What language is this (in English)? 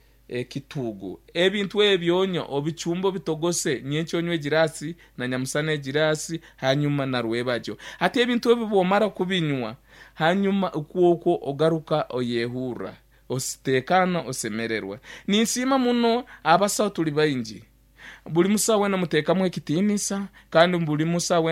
Nyankole